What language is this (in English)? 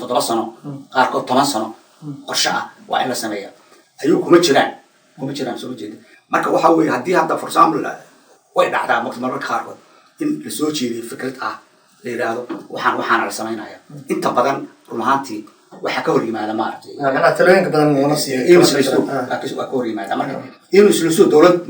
Somali